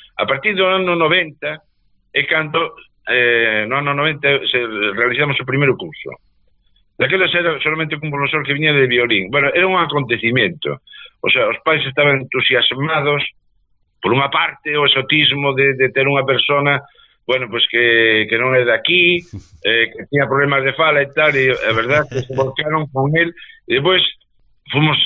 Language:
Galician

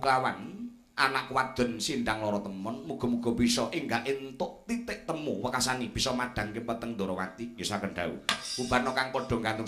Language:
Javanese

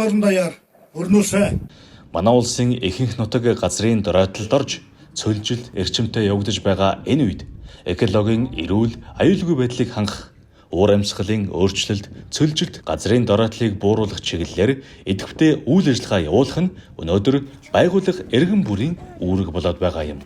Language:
Mongolian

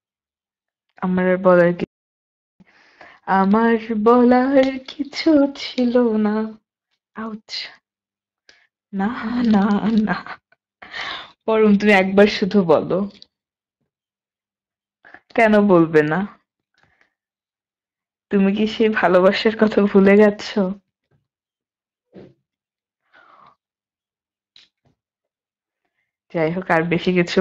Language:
Bangla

